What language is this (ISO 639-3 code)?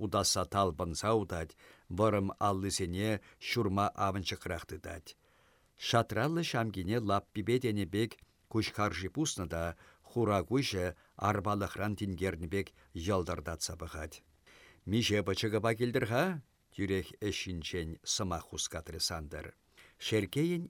chv